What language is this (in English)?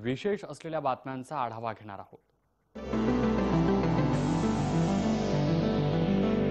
Marathi